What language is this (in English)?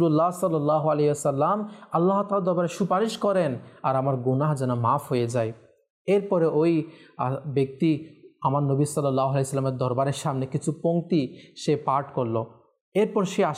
Bangla